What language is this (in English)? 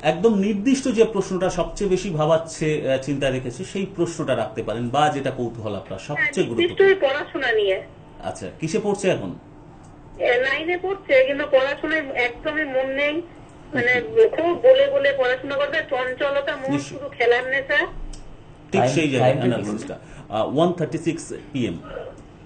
Bangla